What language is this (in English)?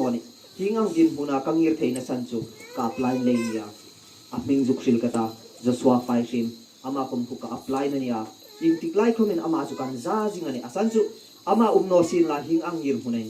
Hmar